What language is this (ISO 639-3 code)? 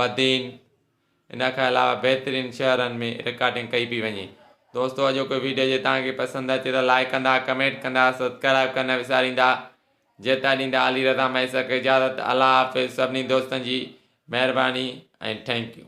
snd